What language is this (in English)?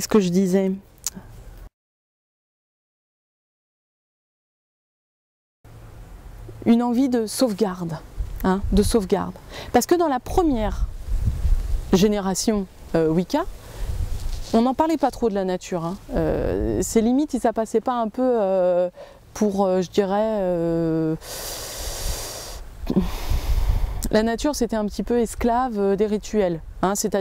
French